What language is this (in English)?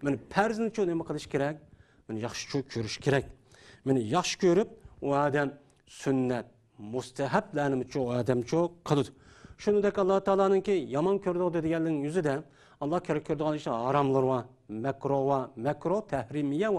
Uyghur